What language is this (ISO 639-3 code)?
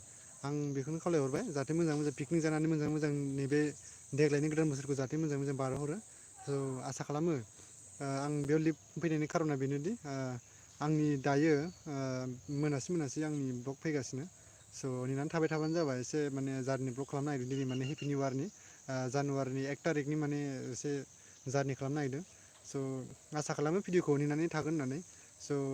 brx